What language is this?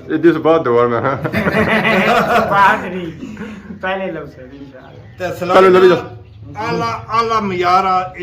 Pahari-Potwari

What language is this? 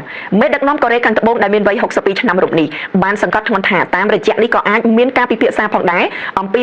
Khmer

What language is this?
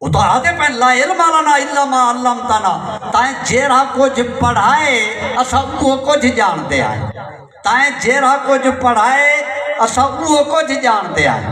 Saraiki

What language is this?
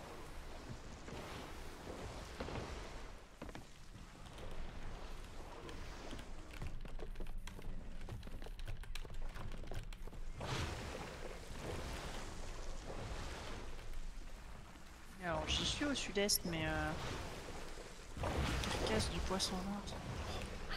French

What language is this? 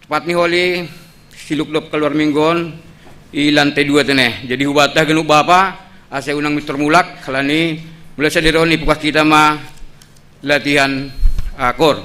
Batak Simalungun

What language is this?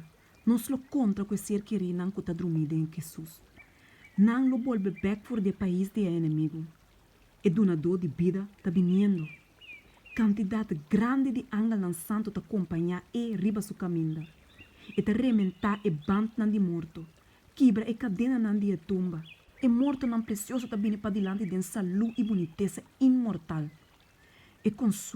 Papiamento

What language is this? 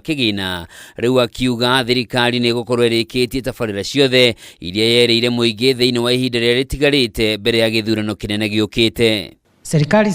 Kikuyu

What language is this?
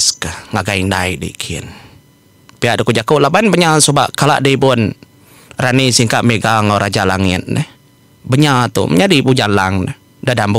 Iban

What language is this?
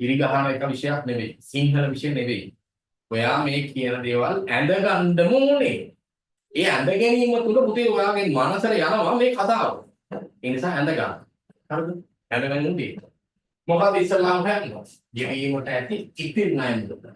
Sinhala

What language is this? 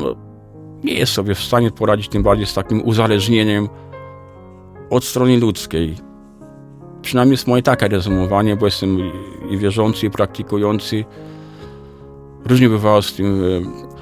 Polish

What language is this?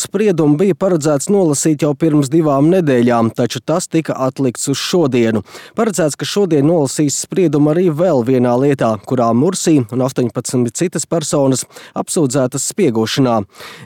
Latvian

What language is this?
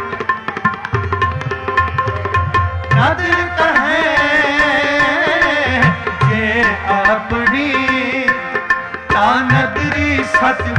Punjabi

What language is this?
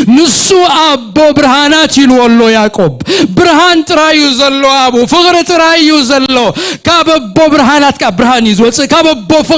Tigrinya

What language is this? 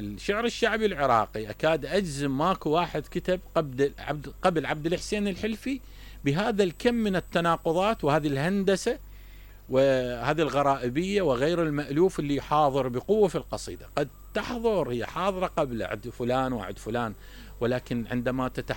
Mesopotamian Arabic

